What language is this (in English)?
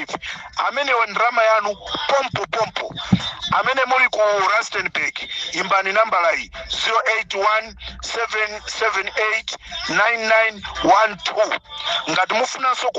Nyanja